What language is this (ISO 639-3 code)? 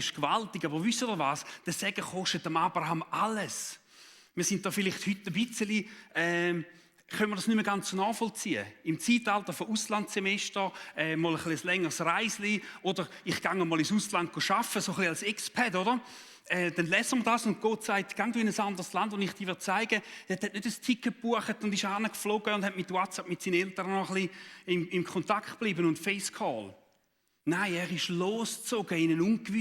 gsw